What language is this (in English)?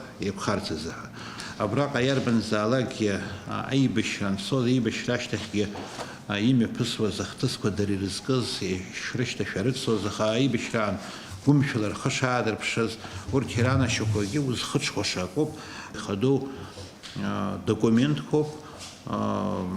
Abkhazian